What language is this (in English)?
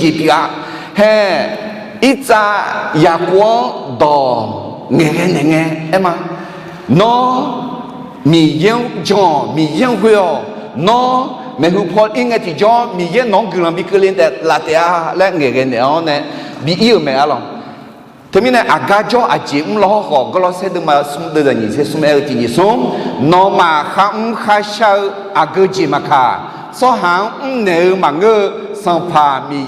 Akha